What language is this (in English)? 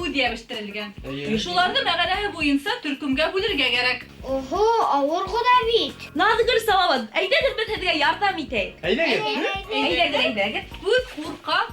Bashkir